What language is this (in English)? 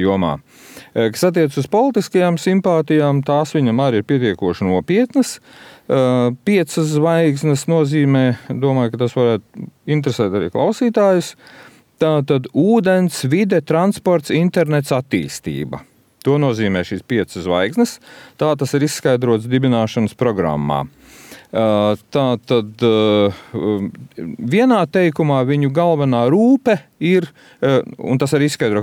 Latvian